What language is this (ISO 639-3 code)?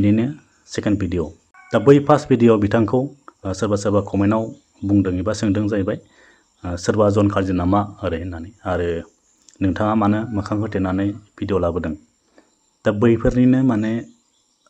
brx